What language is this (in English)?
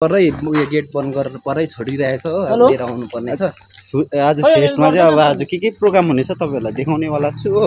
Nepali